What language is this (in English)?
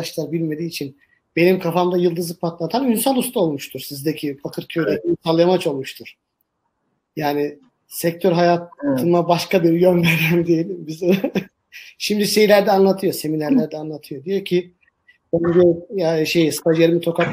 Turkish